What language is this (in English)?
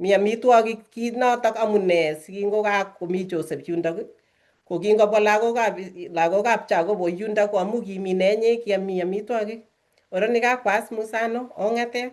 Kalenjin